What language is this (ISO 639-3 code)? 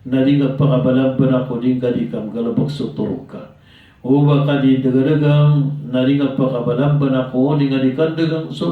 mrw